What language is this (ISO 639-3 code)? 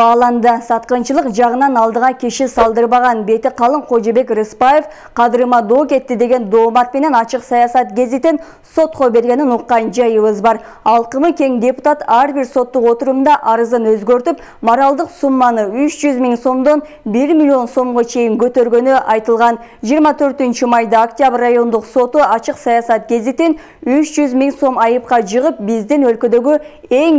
kir